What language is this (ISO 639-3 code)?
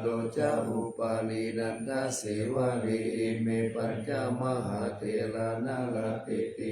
pli